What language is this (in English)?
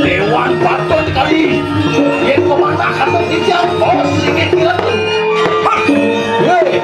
Balinese